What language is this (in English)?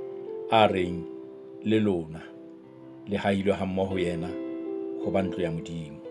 Southern Sotho